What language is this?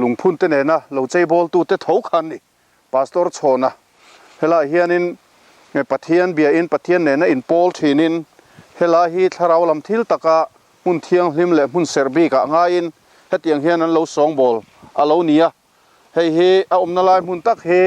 Mizo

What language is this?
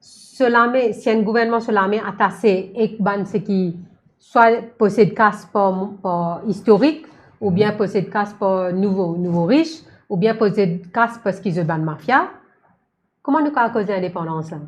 Morisyen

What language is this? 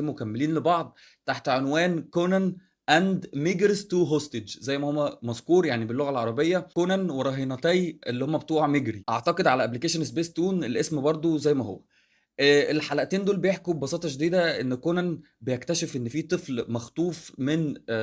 Egyptian Arabic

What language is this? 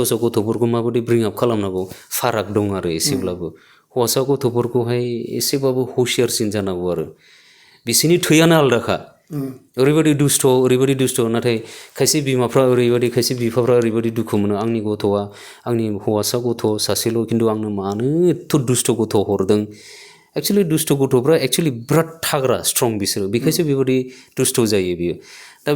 Bodo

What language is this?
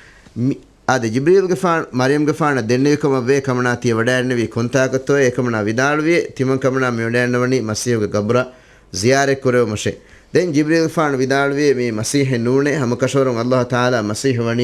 Divehi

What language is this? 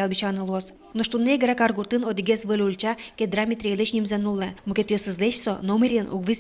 Udmurt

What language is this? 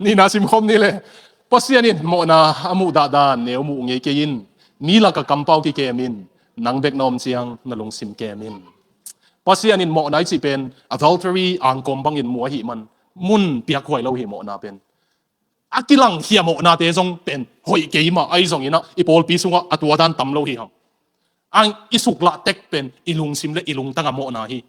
Tedim Chin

